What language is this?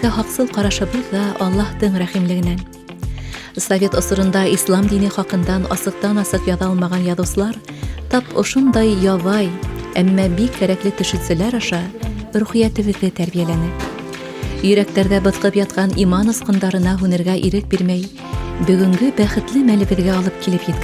Bashkir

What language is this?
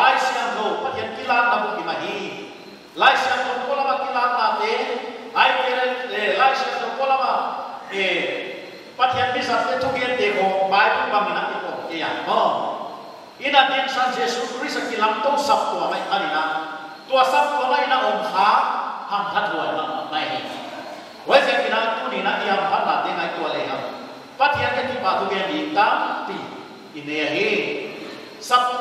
Paite Chin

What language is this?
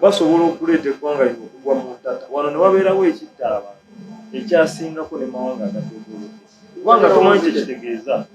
Ganda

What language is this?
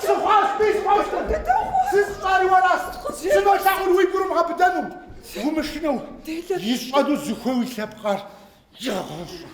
Kabardian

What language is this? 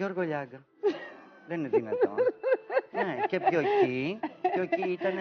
Greek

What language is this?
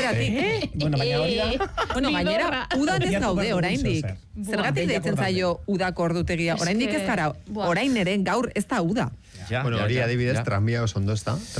Basque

